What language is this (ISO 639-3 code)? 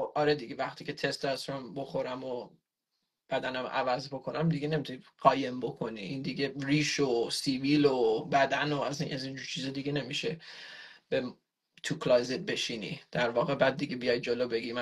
fas